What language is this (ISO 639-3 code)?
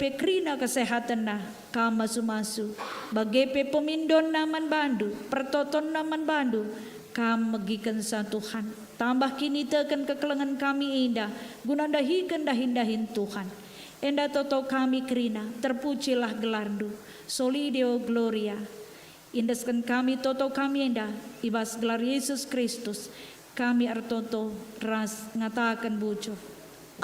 btx